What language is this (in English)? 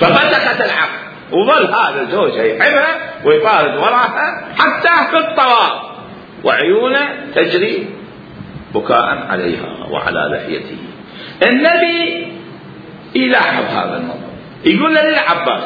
Mesopotamian Arabic